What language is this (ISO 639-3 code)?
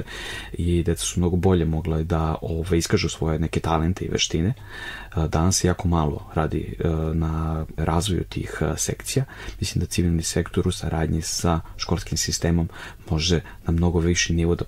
srp